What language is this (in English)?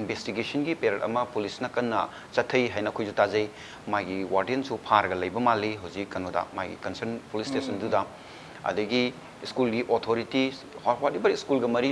Manipuri